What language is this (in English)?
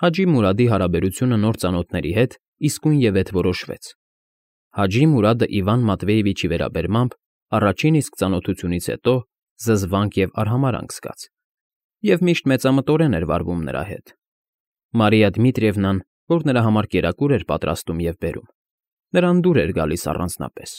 Armenian